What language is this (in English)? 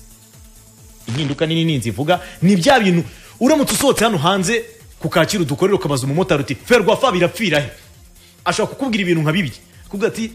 Kinyarwanda